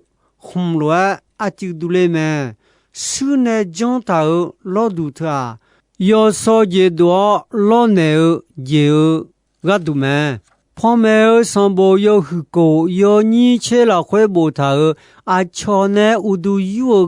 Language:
Akha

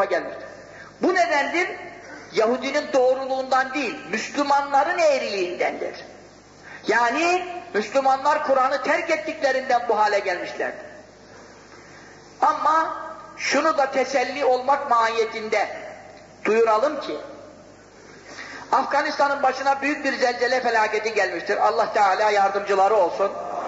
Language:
Turkish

